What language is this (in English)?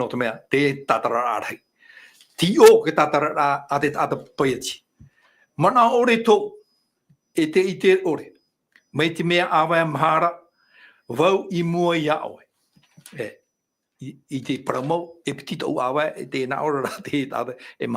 Tahitian